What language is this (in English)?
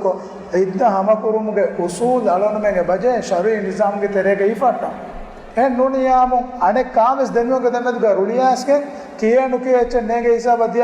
Divehi